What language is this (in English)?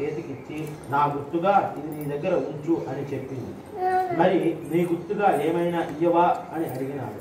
Telugu